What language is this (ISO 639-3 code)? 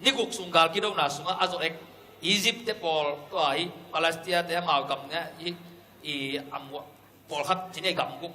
ctd